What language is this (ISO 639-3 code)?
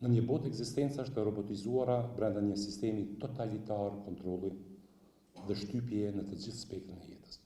sqi